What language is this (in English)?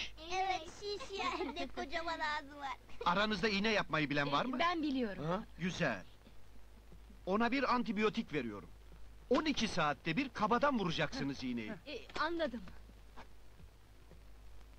Turkish